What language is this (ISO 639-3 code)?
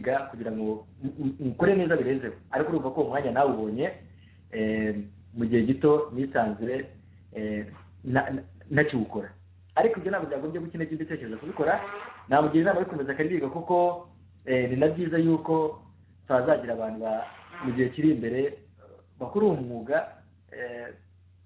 kin